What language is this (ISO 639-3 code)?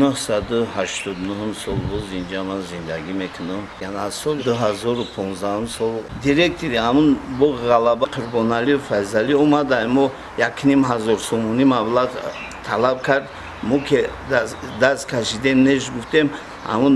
tgk